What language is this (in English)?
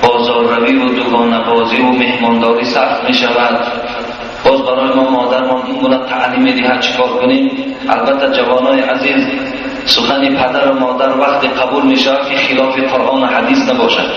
Tajik